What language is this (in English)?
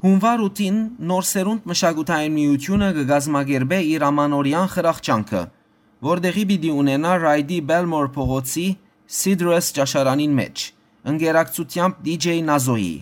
Western Armenian